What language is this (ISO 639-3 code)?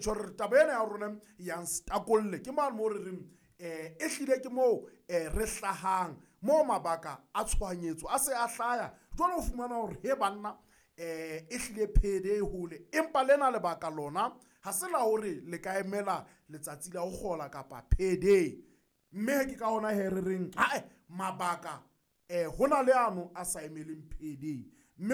sot